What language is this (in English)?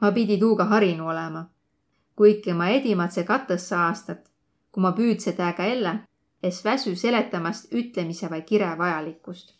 Võro